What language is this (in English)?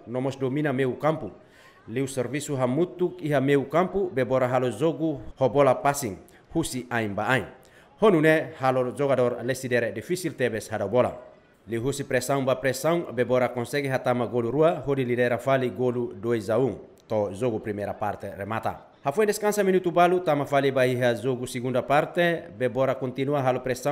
Tetum